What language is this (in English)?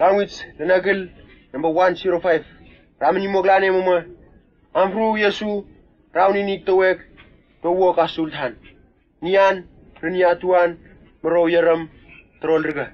Whitesands